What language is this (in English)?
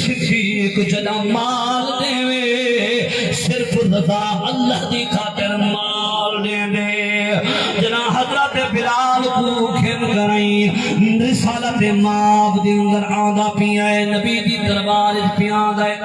Saraiki